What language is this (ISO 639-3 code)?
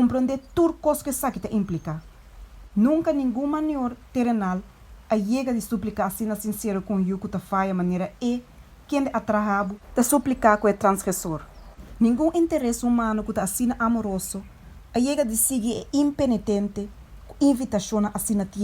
pap